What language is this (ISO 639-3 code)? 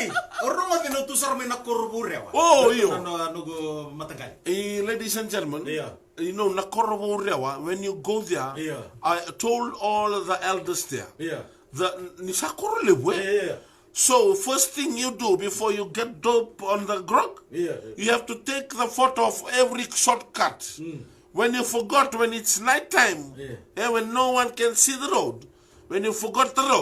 fij